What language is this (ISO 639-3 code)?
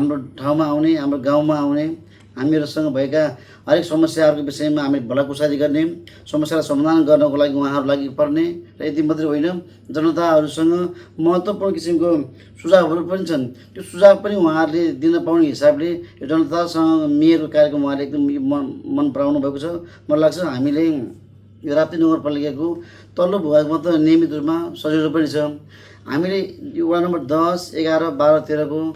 nep